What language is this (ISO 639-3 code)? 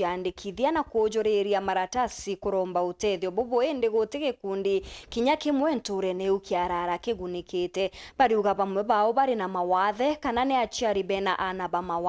mer